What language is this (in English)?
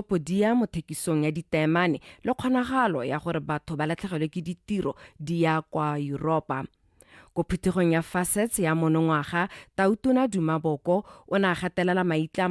Tswana